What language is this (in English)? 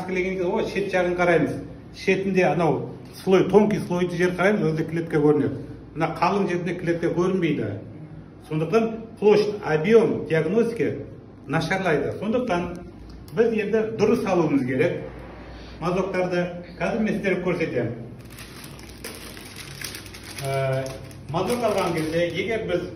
Kazakh